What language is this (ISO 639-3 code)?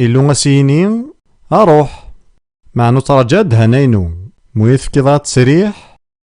kab